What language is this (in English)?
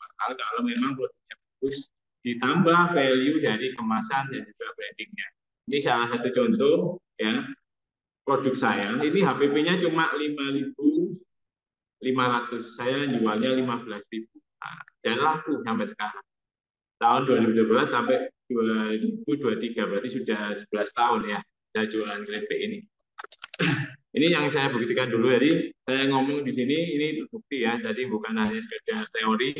Indonesian